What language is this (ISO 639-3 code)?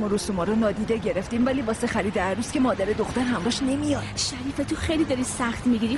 fas